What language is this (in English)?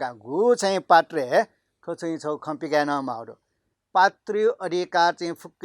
Newari